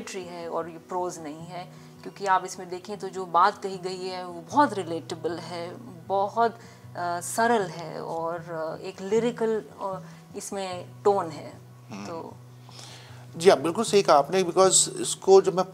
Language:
Hindi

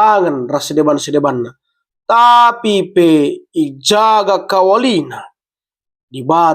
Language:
Batak Karo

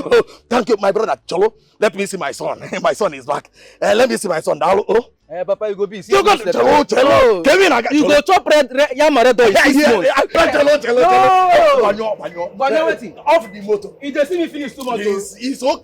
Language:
Nigerian Pidgin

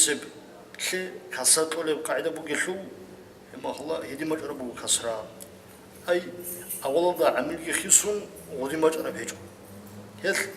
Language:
Avaric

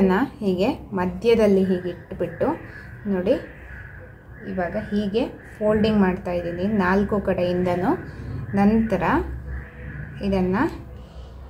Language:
Kannada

